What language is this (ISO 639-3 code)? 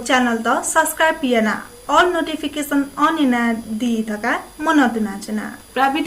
new